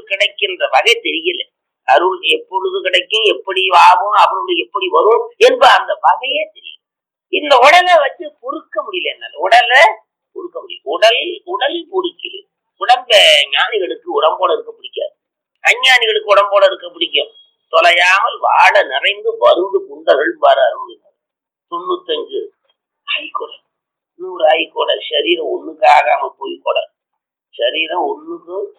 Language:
Tamil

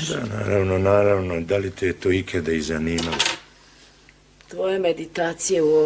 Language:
Serbian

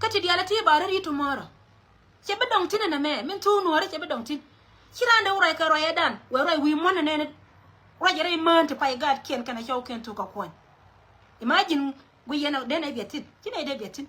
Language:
Nuer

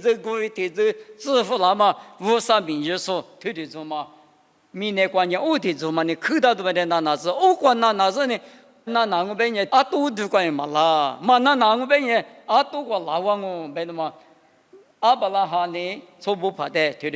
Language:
Lisu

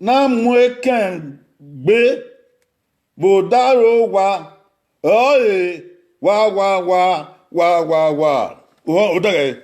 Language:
Bini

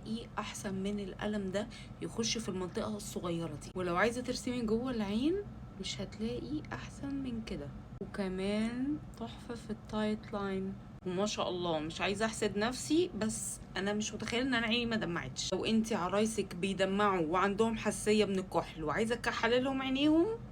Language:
Egyptian Arabic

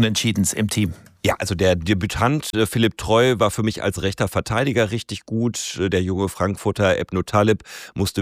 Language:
German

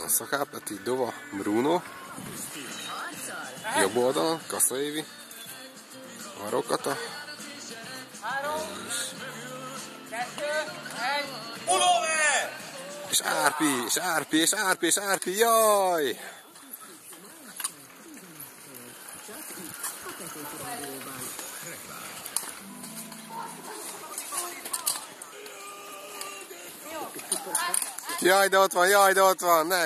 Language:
Hungarian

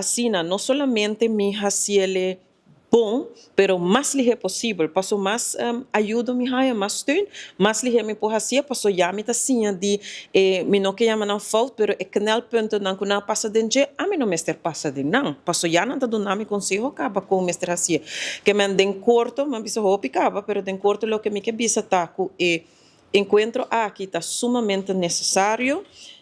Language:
Papiamento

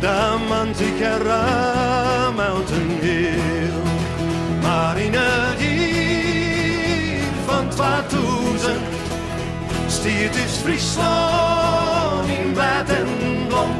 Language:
Western Frisian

